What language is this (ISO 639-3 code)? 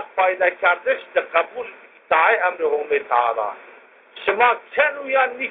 zza